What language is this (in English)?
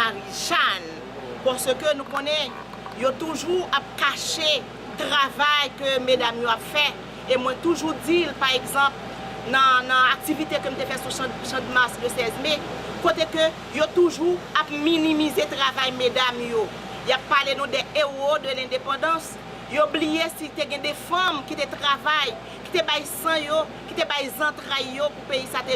Haitian Creole